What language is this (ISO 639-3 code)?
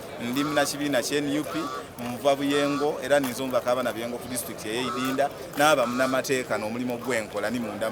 xog